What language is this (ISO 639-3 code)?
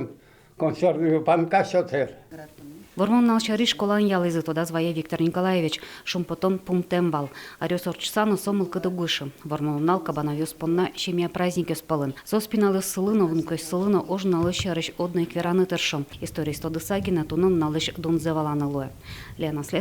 udm